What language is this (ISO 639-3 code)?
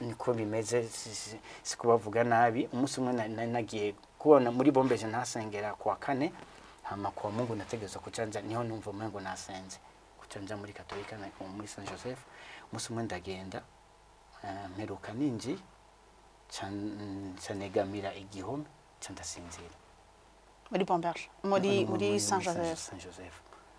run